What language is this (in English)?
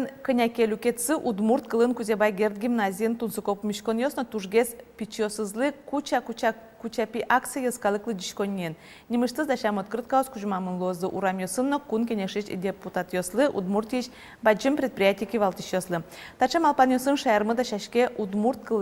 Udmurt